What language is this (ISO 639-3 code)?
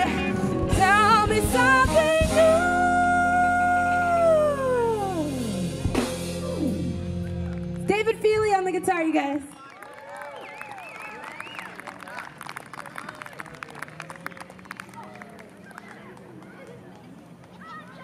eng